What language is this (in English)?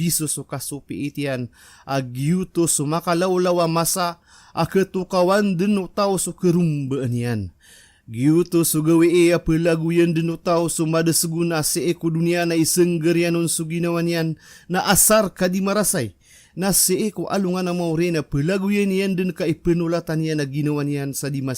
Maranao